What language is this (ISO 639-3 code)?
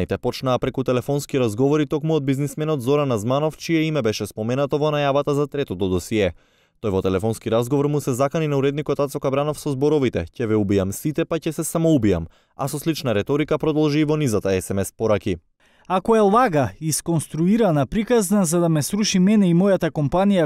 mkd